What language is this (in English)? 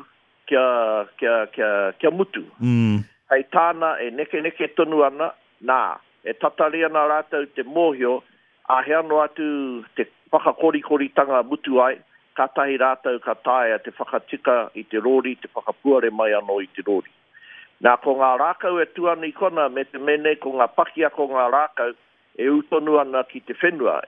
Māori